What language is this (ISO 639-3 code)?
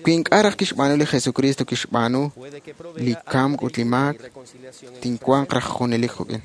kek